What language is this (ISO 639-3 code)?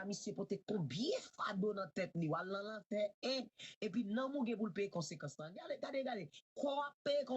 hat